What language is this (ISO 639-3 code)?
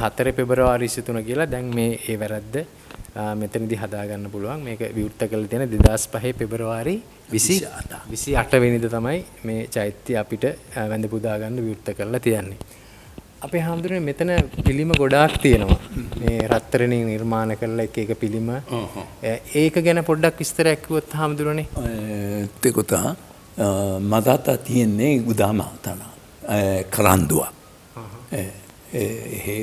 sin